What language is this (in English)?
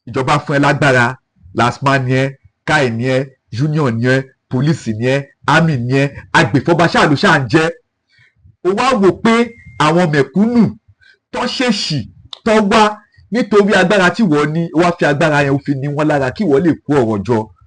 Yoruba